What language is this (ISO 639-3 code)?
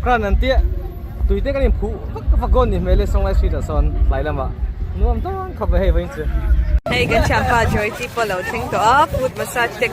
lus